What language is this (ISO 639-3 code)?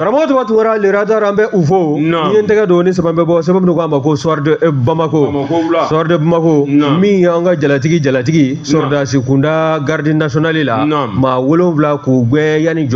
bam